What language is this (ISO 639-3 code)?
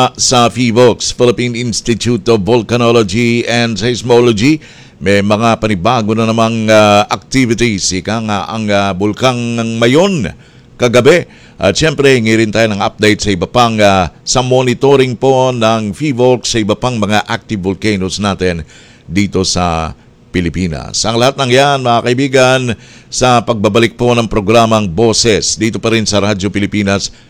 fil